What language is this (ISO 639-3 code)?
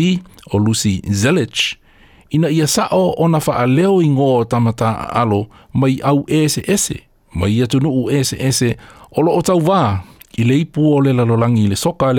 smo